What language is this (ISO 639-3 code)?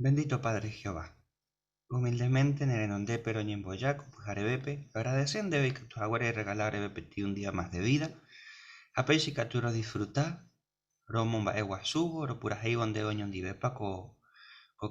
grn